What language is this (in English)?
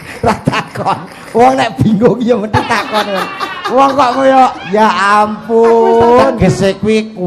Javanese